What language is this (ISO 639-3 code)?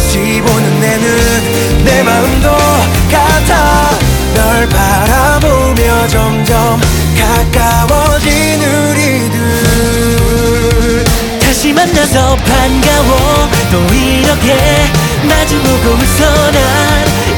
kor